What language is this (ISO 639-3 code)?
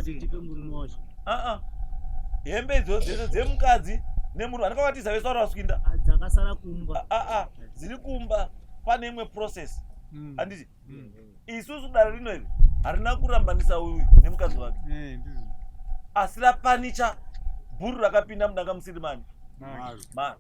sna